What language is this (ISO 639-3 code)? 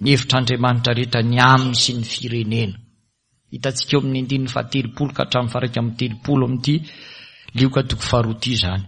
mlg